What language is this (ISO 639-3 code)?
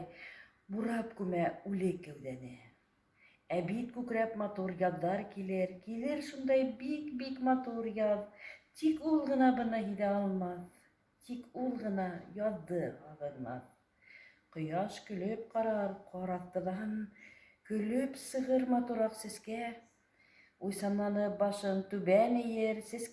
bak